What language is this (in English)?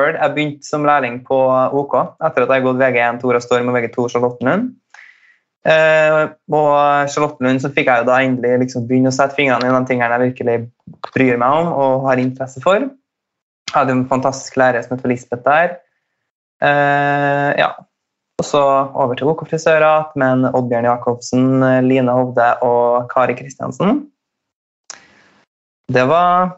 Norwegian